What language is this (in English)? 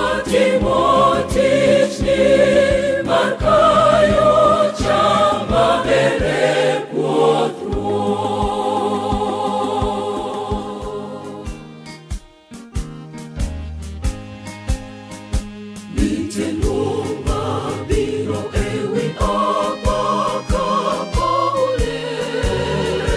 Luo (Kenya and Tanzania)